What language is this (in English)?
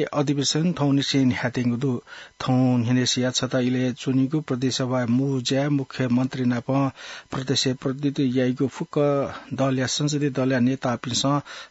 Newari